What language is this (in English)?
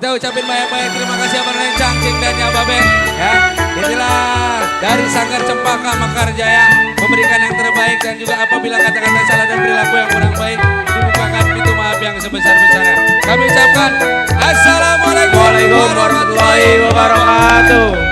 Betawi